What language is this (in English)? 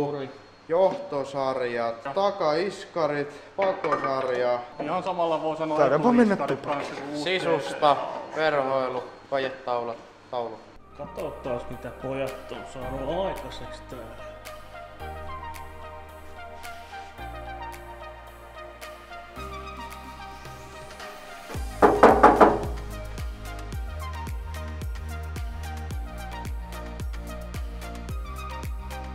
Finnish